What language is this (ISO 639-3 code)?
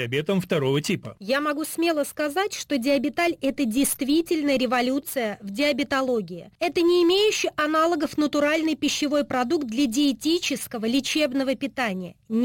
rus